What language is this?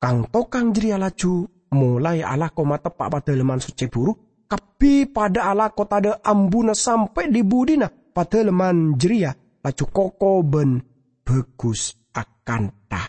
Madurese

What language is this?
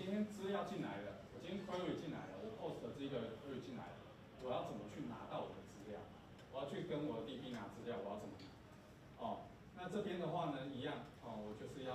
Chinese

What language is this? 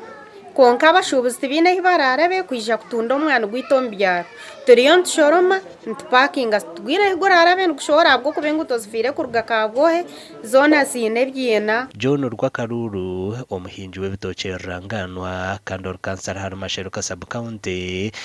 Nyankole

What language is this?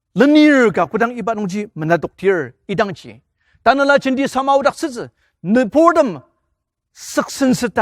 Ao Naga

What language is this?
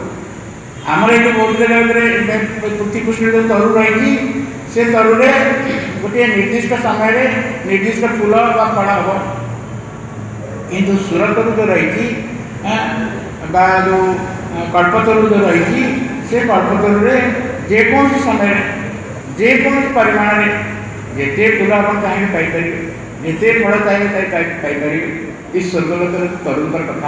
Odia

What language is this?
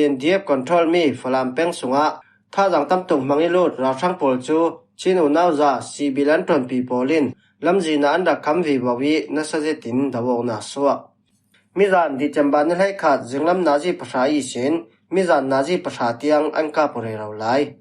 Falam Chin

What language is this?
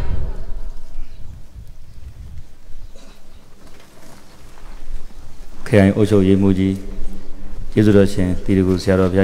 Burmese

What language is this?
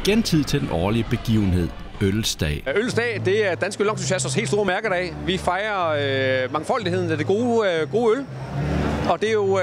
Danish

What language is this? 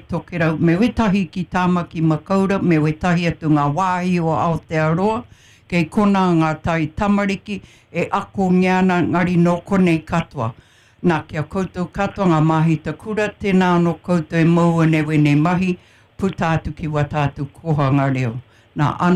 Māori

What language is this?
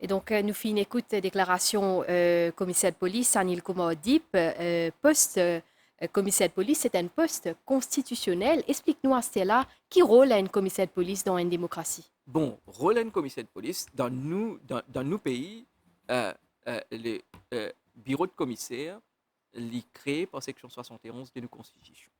Morisyen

